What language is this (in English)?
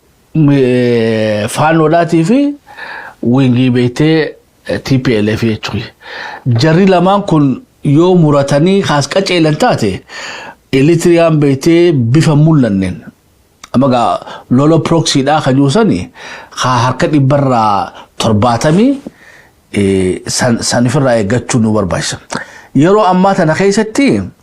Oromo